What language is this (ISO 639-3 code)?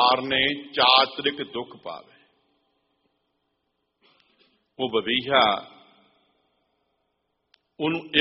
pan